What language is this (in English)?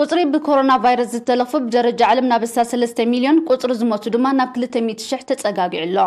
Tigrinya